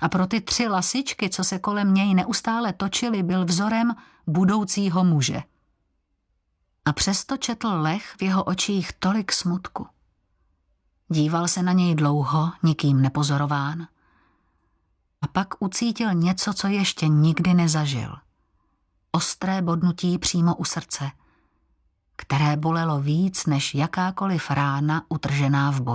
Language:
Czech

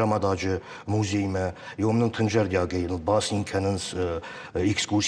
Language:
Ossetic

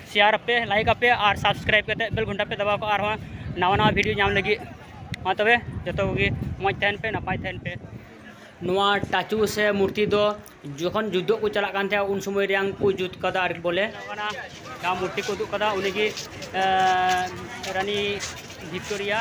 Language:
Santali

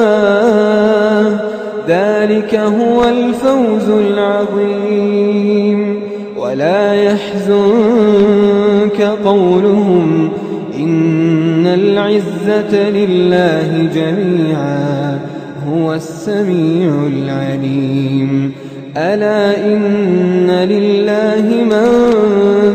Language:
Arabic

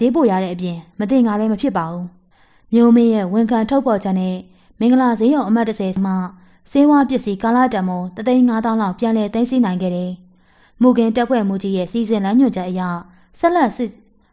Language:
Burmese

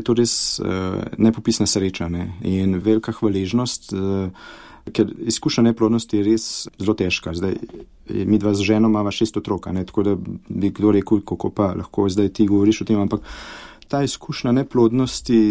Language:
Slovenian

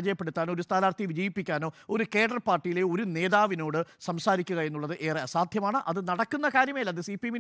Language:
Malayalam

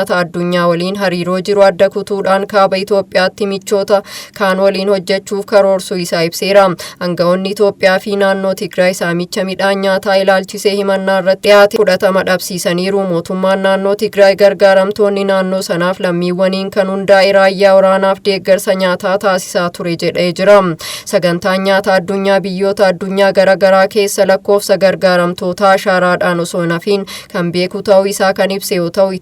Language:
Oromo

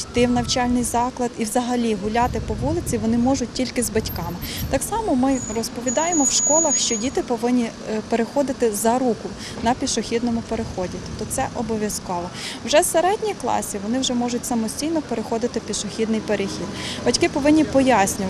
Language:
Ukrainian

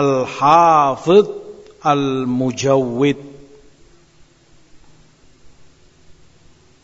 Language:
Indonesian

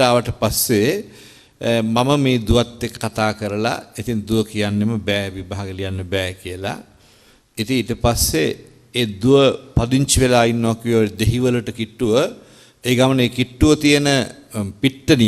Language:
Sinhala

